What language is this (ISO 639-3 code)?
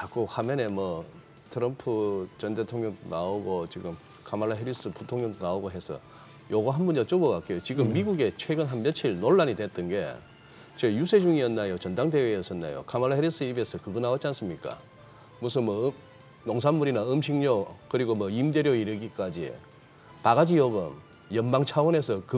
kor